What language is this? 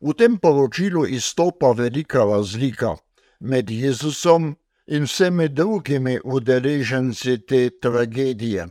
Slovenian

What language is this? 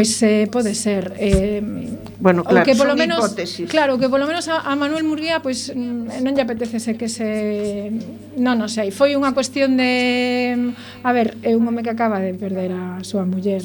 Galician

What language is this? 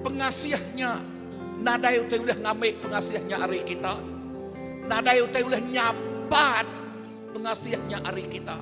Iban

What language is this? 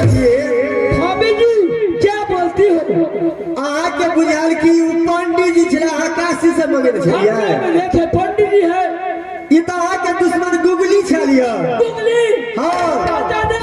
Maithili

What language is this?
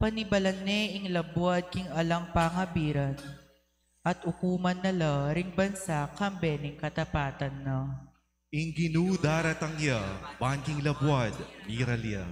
Pampanga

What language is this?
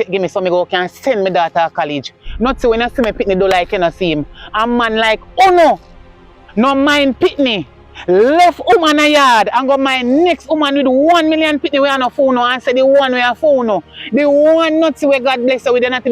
Jamaican Creole English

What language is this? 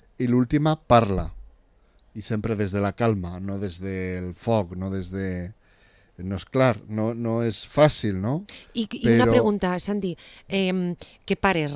Catalan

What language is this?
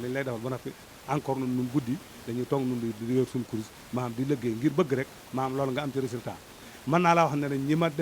Wolof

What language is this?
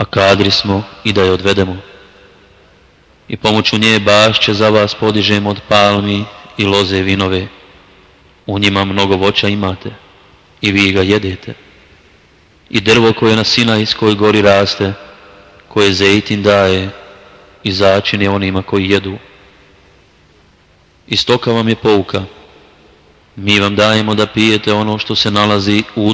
Bosnian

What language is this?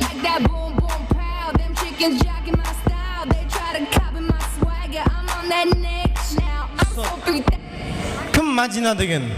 Kara-Kalpak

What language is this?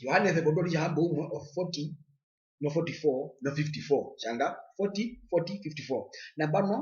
Herero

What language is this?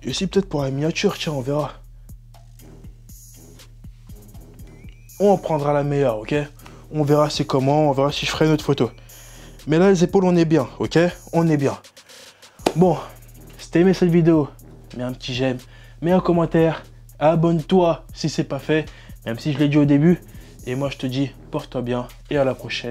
French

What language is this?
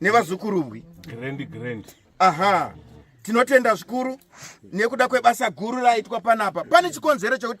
Shona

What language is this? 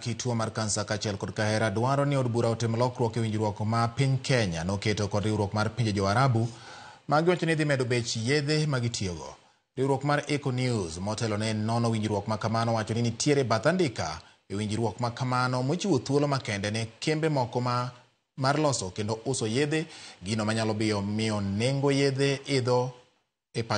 Luo (Kenya and Tanzania)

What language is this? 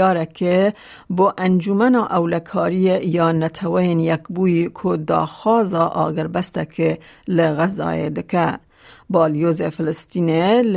Kurdish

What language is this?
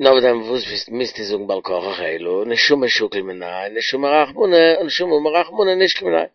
Yiddish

